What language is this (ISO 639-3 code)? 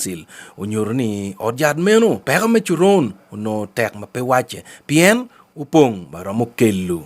ach